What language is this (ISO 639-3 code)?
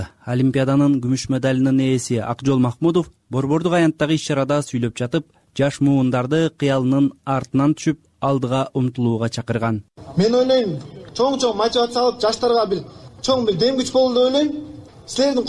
kir